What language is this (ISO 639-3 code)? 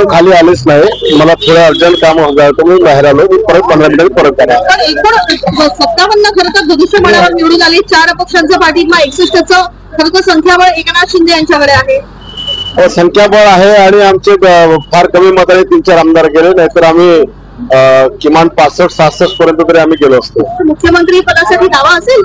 mar